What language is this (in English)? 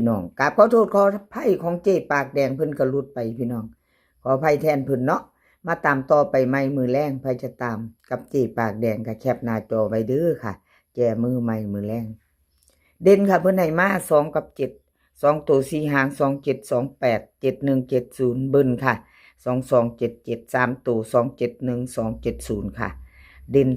Northeastern Thai